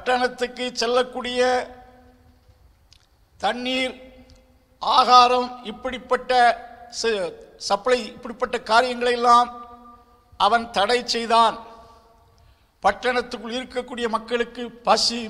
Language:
Tamil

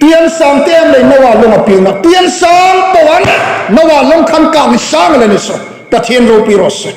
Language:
Hmar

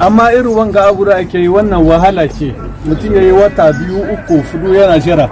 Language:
Hausa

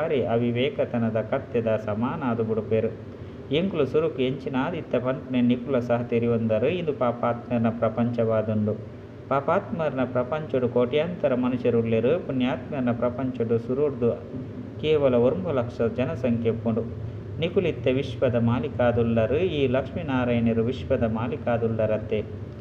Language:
Tulu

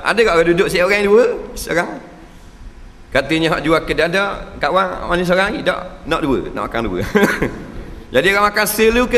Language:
Malay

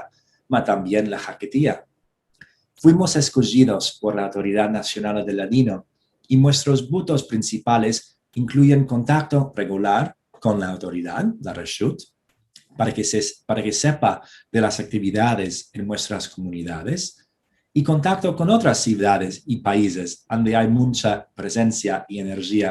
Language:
Ladino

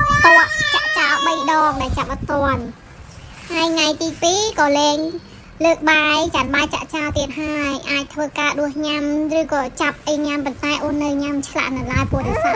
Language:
Khmer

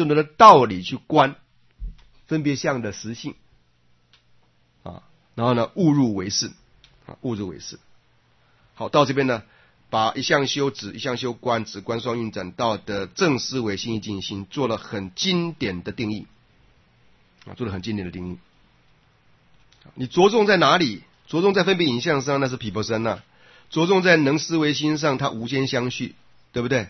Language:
Chinese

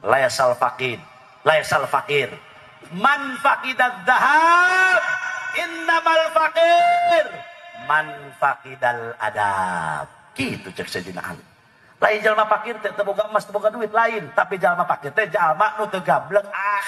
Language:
Sundanese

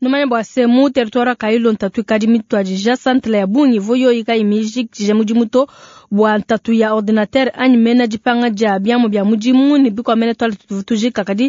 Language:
Luba-Lulua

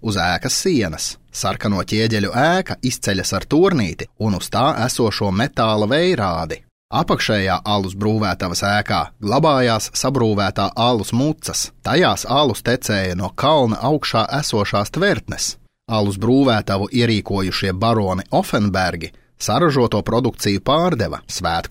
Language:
Latvian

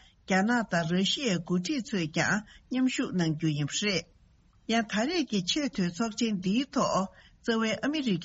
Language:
Tibetan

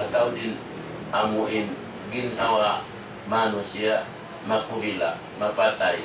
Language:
Tausug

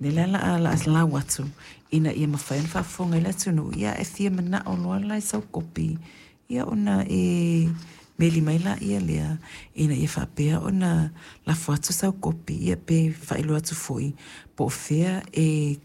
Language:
Samoan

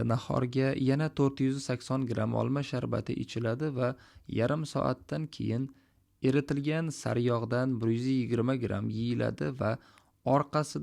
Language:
Uzbek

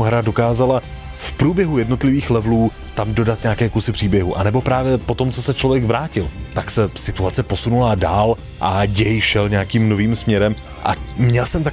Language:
Czech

